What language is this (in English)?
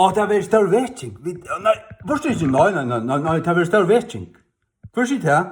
Faroese